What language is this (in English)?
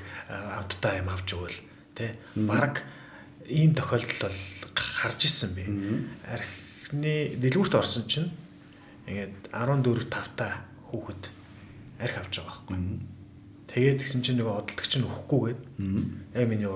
Mongolian